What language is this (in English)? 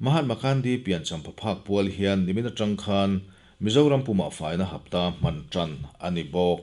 Mizo